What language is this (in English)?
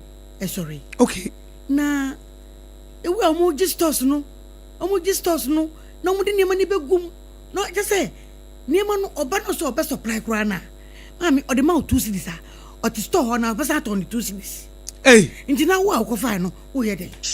Akan